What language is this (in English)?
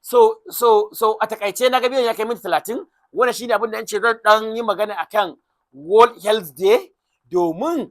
Hausa